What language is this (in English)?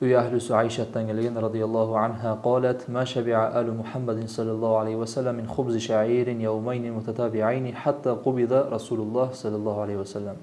Kumyk